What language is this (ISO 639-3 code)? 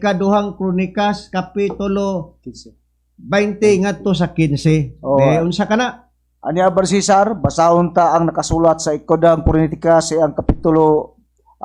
ceb